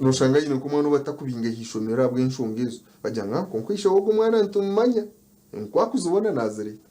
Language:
Nyankole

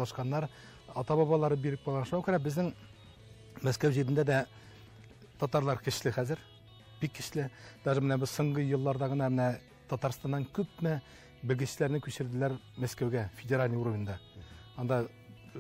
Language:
Tatar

